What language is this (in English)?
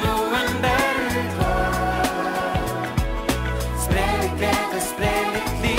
Norwegian